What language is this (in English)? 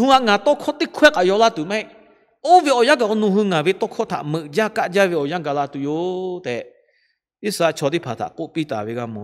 Lahu